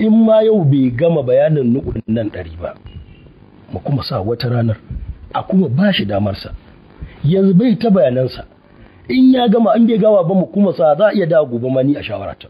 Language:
Hausa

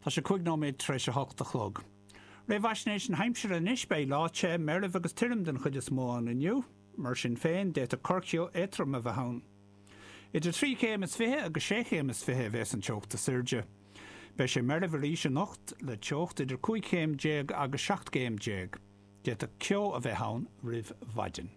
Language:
Irish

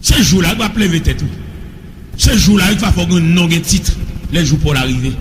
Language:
Haitian Creole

